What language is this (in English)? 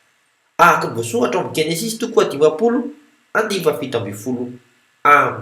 Malagasy